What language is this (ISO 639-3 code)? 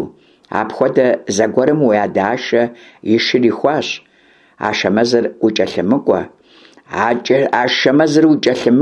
kbd